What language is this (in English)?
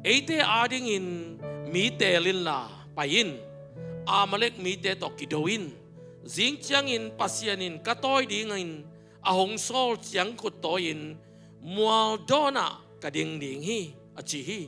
Tedim Chin